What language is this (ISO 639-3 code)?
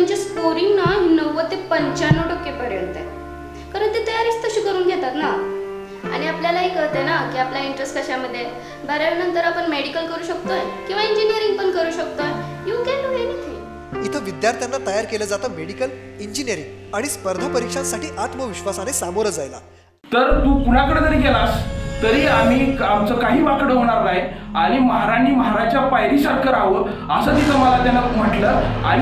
mar